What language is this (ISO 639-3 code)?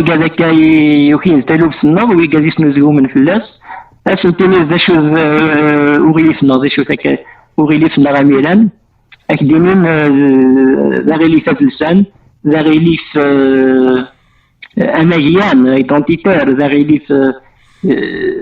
kab